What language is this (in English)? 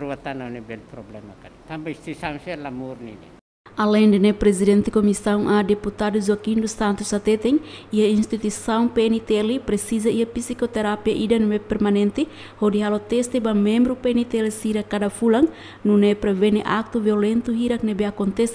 Tetum